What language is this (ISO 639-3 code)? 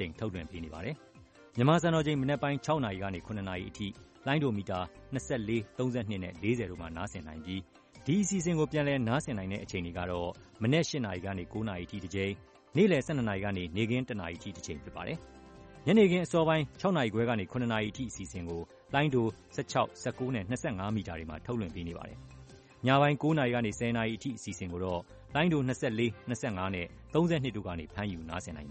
mya